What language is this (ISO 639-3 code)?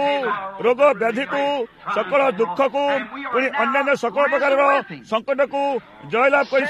ori